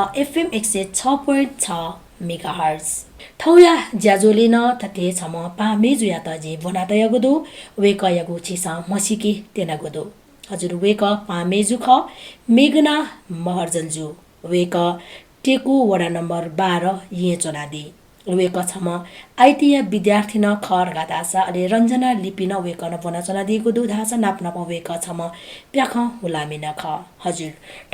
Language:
Newari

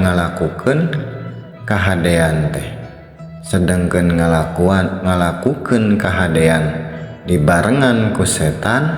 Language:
Sundanese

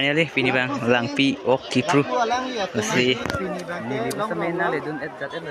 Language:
Karbi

